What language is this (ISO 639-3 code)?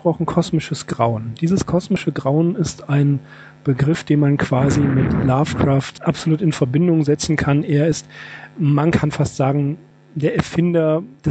deu